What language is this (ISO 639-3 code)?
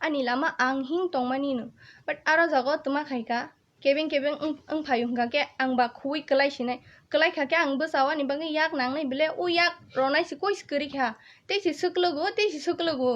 trp